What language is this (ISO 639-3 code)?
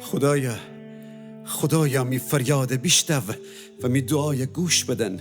glk